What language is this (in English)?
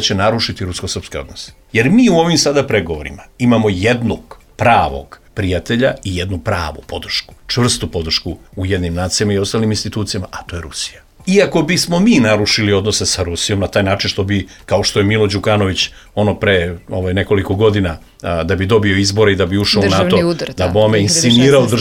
Serbian